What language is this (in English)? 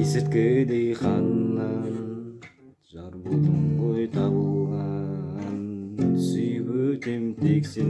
Kazakh